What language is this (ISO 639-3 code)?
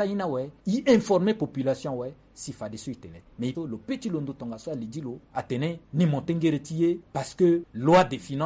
sag